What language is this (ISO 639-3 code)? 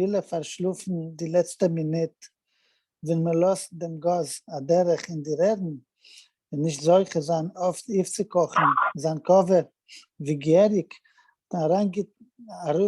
yid